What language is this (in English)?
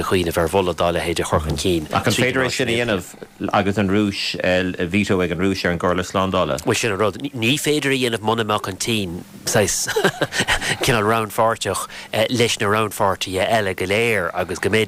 Irish